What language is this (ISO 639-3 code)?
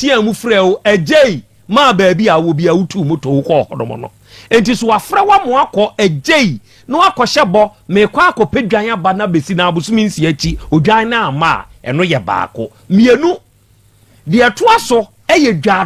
aka